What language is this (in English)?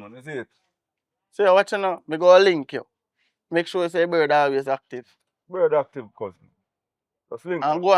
Jamaican Creole English